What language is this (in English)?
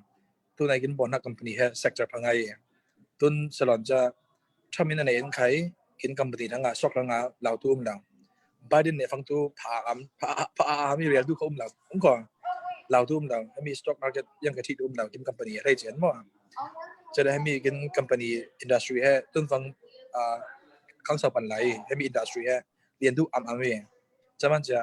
Falam Chin